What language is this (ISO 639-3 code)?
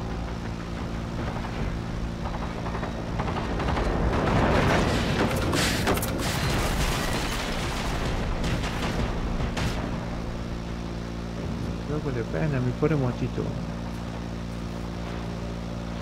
spa